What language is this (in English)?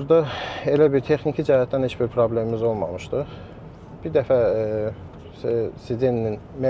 Azerbaijani